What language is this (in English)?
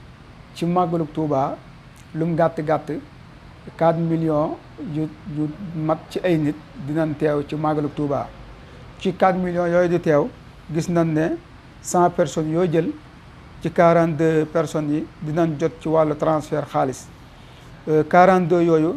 Wolof